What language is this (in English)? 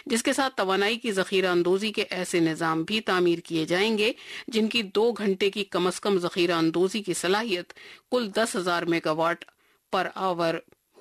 Urdu